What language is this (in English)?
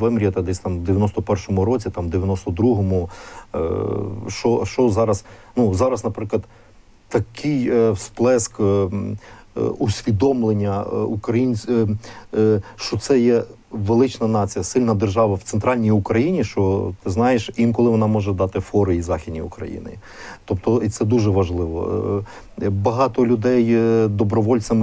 Ukrainian